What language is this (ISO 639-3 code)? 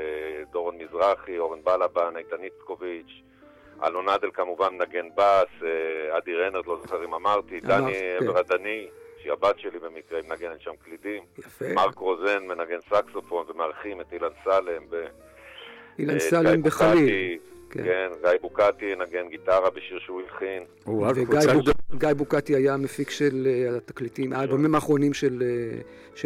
heb